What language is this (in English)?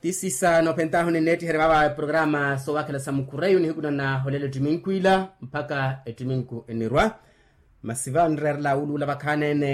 Makhuwa